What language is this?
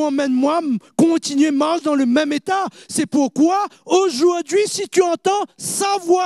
Morisyen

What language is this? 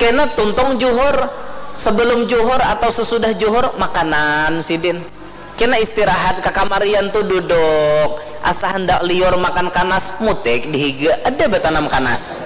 Banjar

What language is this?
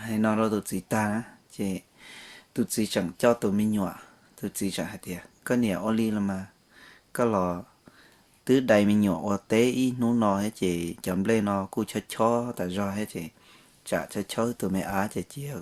Hmong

